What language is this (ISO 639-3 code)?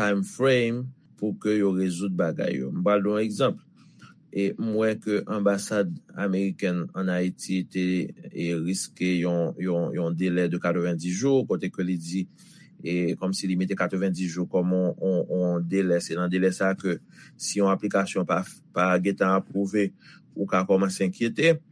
hat